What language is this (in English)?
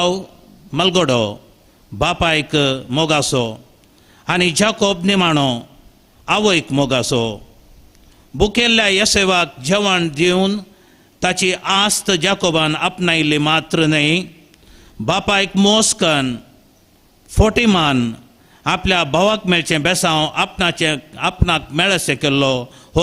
Konkani